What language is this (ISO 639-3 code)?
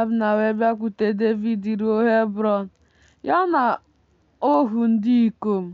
ibo